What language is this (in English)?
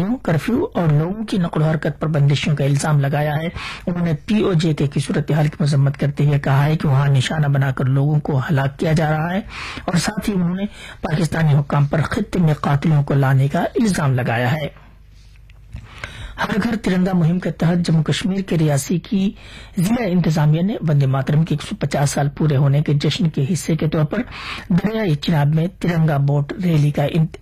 Urdu